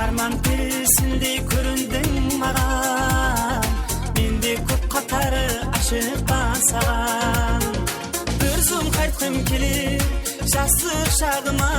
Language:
Kara-Kalpak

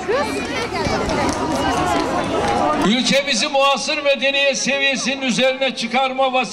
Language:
Turkish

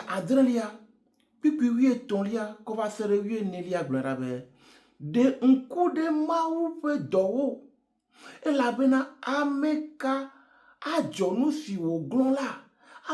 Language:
Ewe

